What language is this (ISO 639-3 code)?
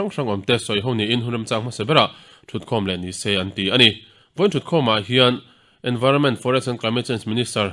lus